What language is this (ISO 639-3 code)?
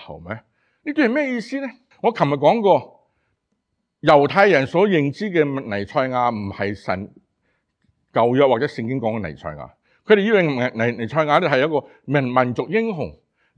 yue